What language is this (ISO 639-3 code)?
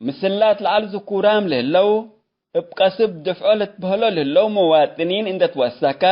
tig